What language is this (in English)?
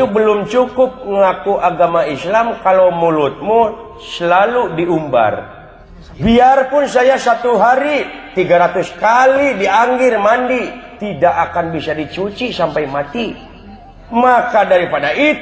Sundanese